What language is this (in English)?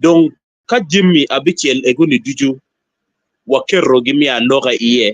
Acoli